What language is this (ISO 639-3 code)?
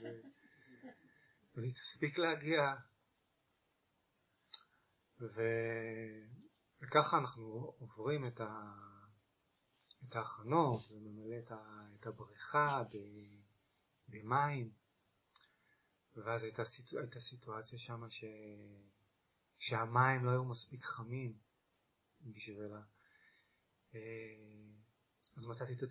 heb